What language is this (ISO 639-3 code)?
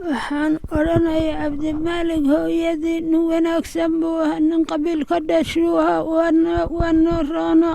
som